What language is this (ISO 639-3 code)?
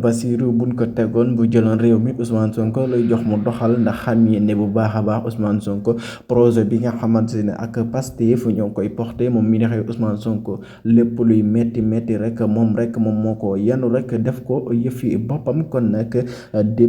wol